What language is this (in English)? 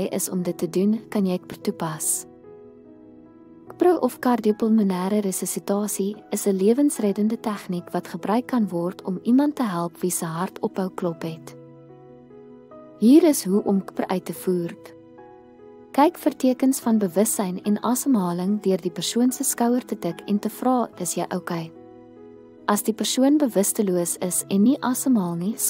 Afrikaans